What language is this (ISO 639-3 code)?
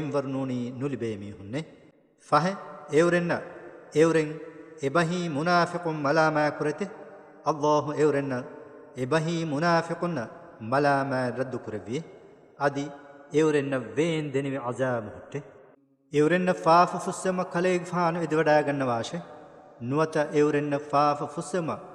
div